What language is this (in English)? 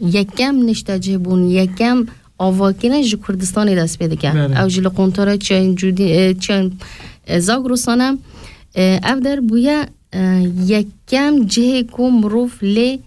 Kurdish